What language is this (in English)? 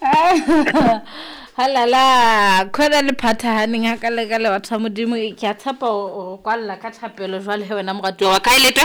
Southern Sotho